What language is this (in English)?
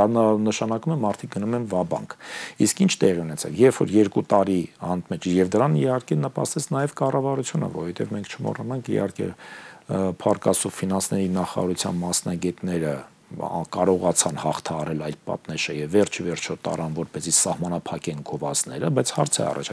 Armenian